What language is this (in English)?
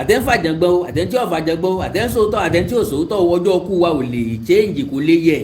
Yoruba